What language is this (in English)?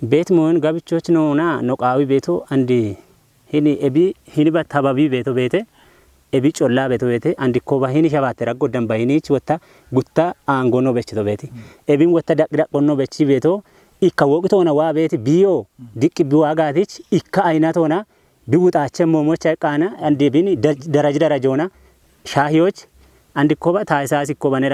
Kafa